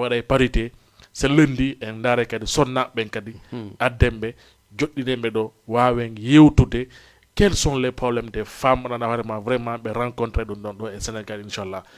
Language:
Fula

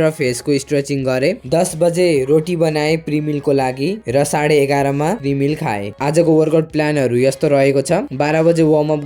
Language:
Nepali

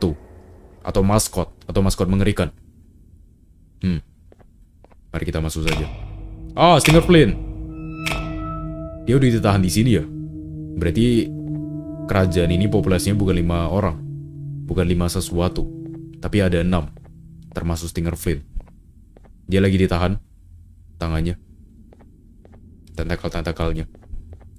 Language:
Indonesian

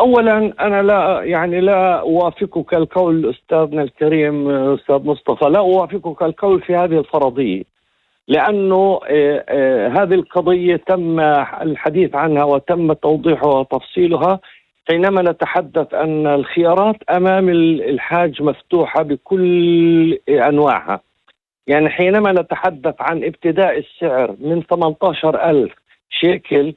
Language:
North Levantine Arabic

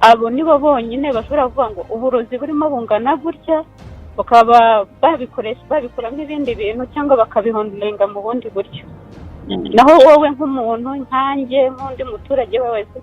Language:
Kinyarwanda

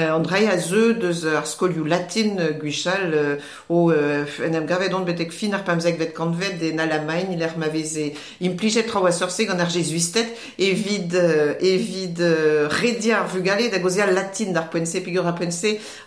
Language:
Breton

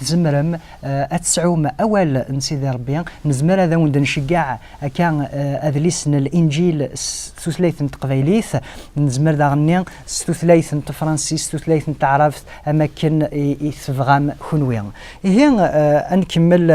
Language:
Kabyle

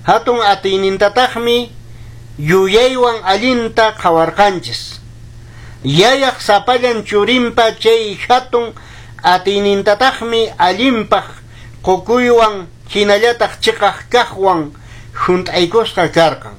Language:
Quechua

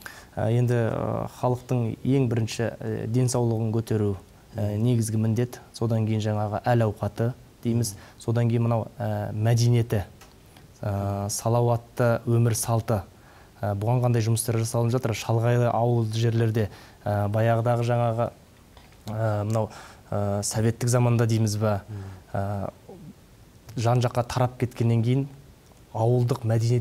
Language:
Kazakh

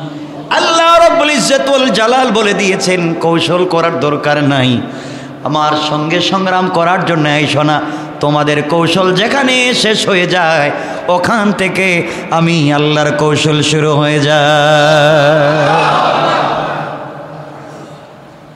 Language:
Bangla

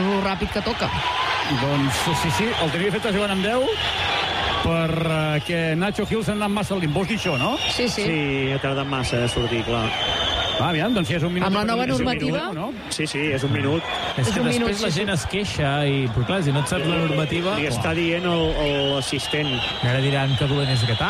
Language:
Catalan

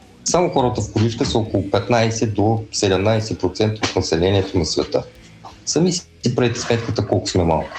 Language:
Bulgarian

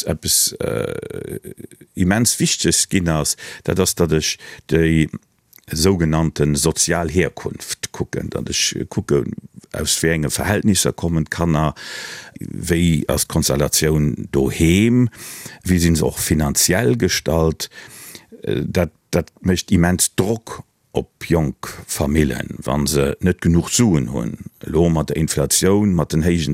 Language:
Luxembourgish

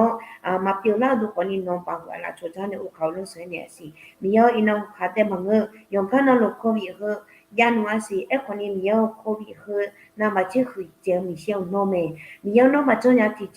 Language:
Akha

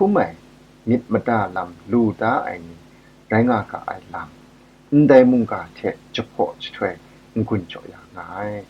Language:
Kachin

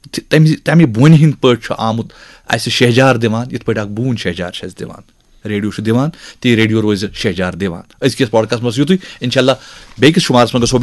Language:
Kashmiri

